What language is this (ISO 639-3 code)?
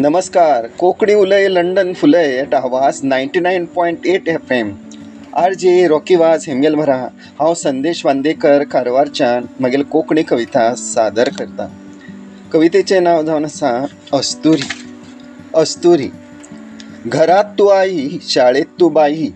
kok